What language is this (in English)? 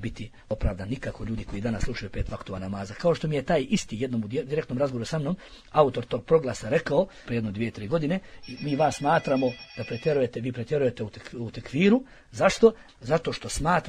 Bosnian